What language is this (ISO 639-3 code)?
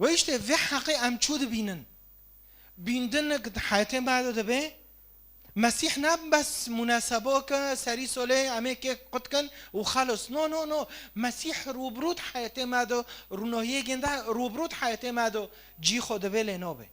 kur